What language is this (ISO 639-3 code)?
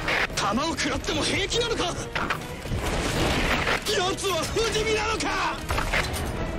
jpn